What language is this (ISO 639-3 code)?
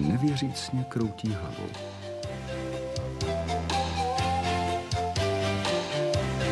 ces